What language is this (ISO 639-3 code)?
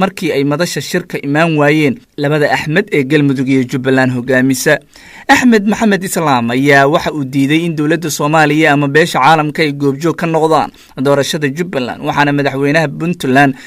som